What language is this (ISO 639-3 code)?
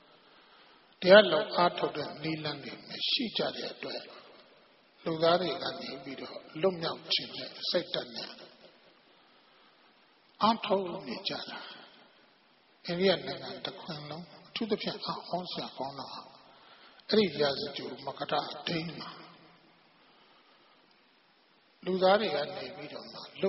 mya